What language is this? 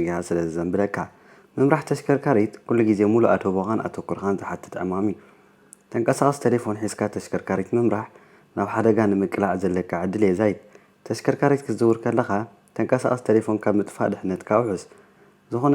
Tigrinya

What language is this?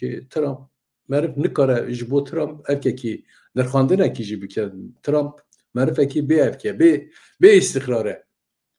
Kurdish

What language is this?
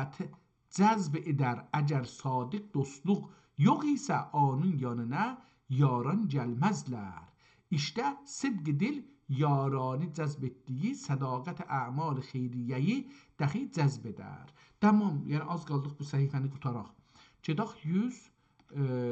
South Azerbaijani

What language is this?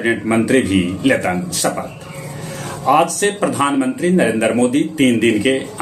Magahi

